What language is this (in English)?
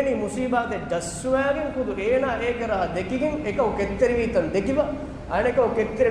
Divehi